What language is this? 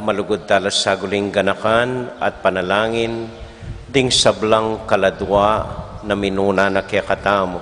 Pampanga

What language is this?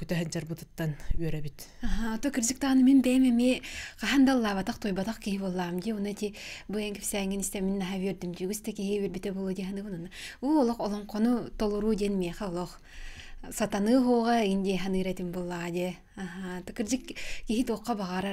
Yakut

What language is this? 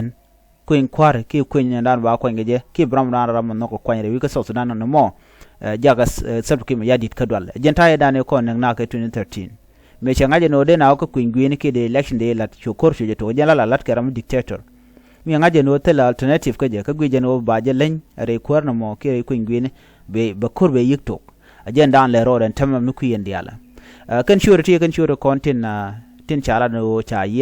Nuer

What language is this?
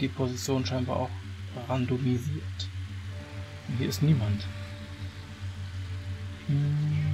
German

